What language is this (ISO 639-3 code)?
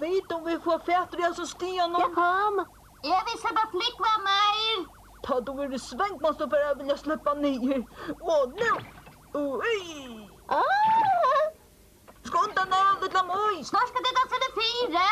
fao